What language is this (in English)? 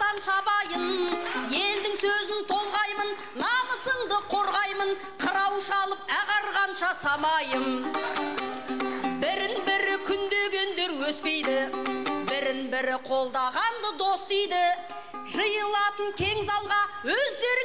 Kazakh